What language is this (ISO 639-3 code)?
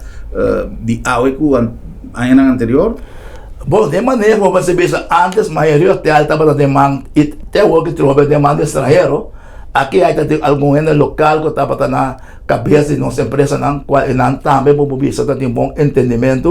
pap